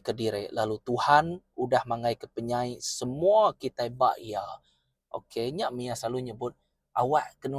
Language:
Iban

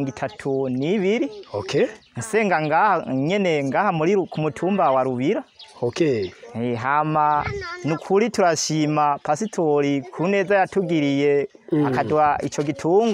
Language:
Rundi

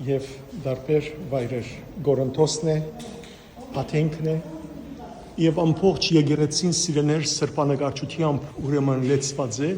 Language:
Western Armenian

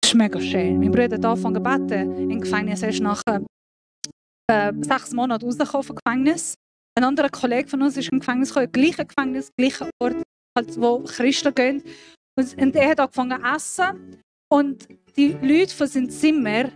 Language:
Swiss German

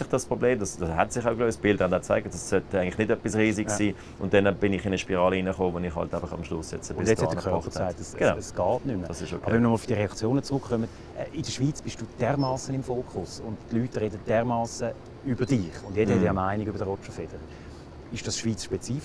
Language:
German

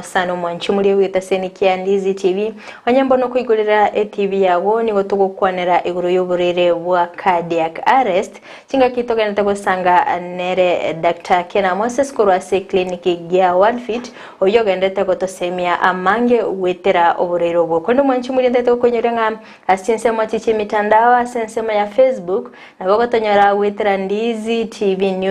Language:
Gusii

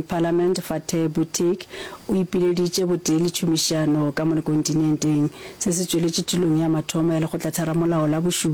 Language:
Northern Sotho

